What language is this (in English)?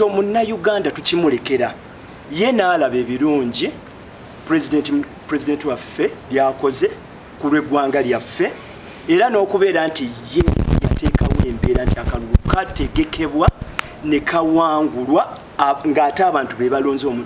Ganda